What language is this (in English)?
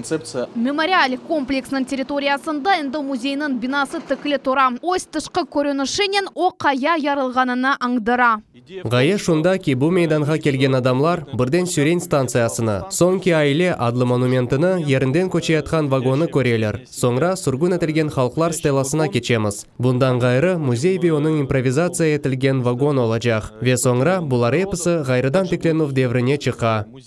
Crimean Tatar